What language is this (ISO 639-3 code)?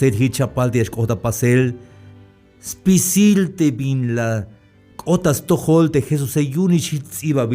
tzh